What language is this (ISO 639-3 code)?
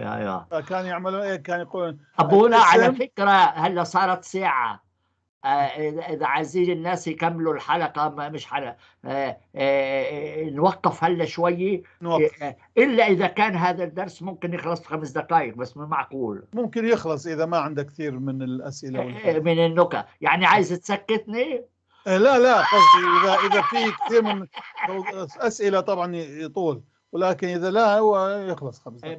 apc